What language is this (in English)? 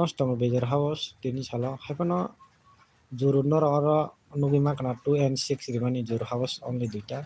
Kok Borok